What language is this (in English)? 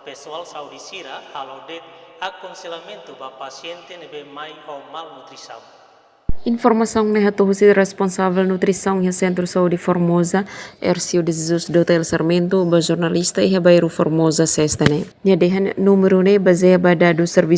Tetum